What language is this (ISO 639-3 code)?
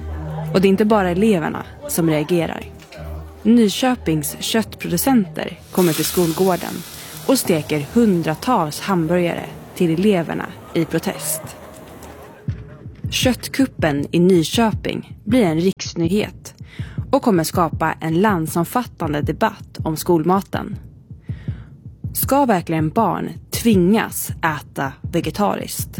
swe